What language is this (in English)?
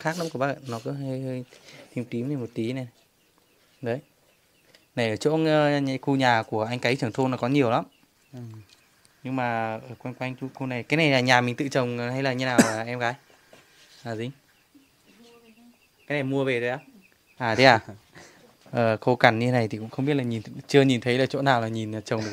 Vietnamese